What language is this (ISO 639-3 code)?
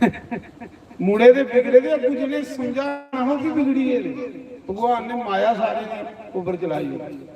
doi